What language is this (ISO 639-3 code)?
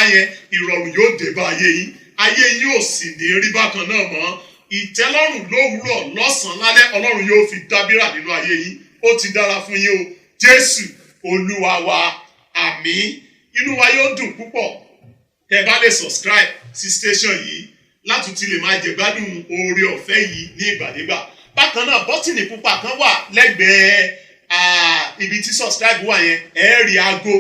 yor